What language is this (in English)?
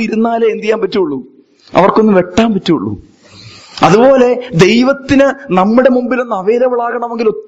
Malayalam